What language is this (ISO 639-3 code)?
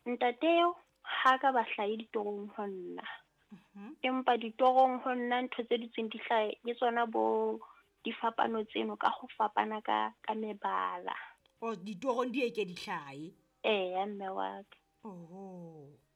sot